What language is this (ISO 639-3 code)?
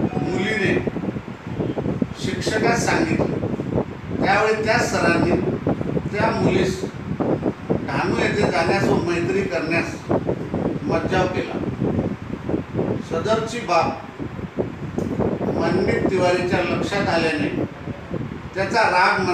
mar